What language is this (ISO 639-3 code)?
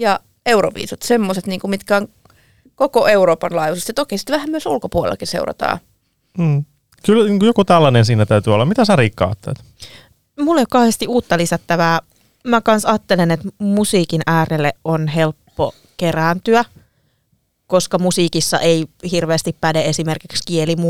fin